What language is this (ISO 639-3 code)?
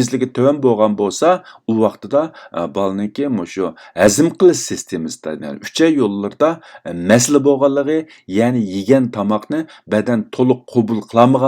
uig